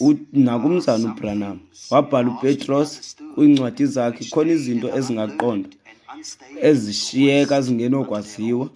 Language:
Xhosa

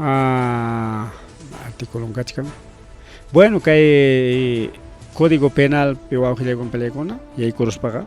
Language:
Ayacucho Quechua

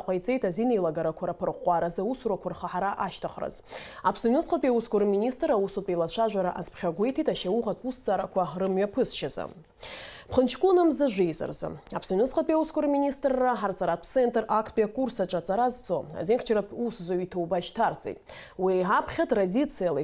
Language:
Abkhazian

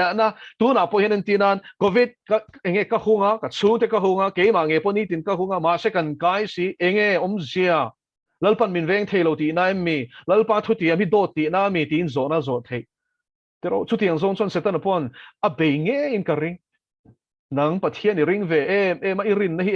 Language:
Mizo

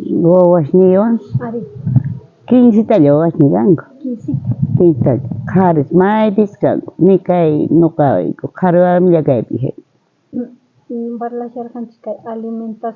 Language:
South Bolivian Quechua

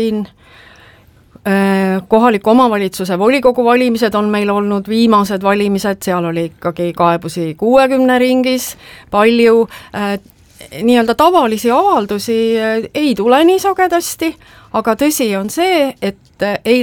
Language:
Estonian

